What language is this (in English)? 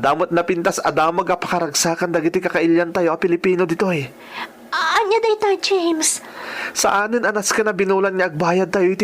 Iloko